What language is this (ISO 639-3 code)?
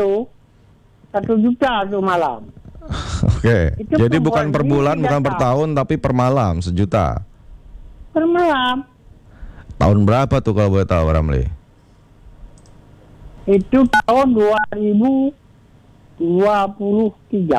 ind